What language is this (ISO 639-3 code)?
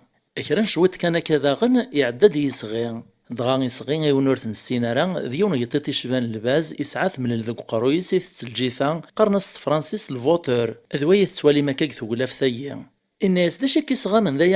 kab